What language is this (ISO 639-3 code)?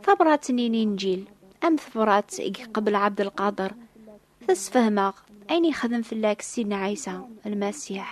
kab